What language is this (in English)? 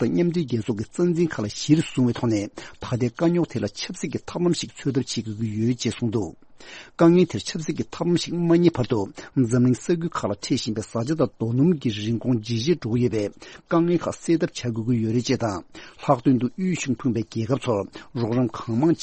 Tibetan